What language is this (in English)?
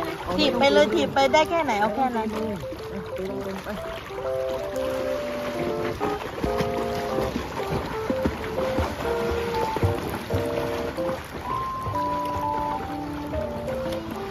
Thai